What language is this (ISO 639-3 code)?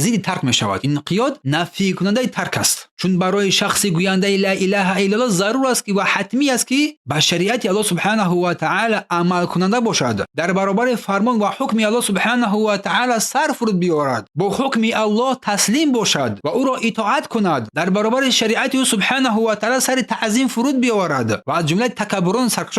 tgk